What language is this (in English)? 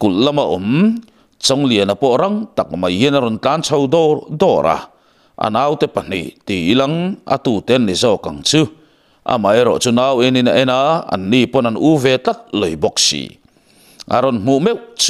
Mizo